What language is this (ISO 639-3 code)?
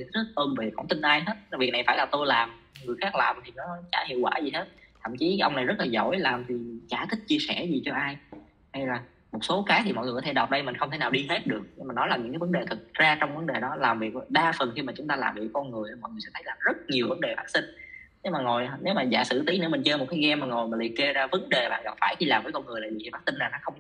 vie